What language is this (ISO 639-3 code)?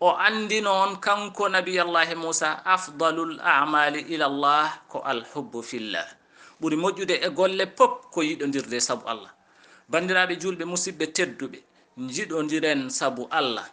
ful